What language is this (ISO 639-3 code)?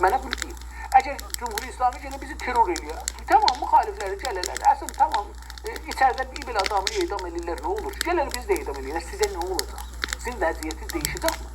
azb